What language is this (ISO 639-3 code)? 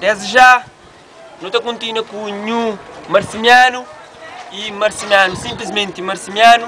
kea